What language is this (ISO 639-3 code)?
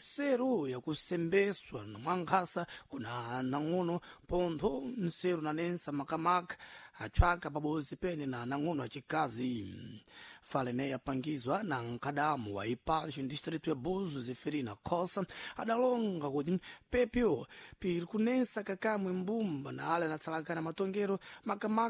seh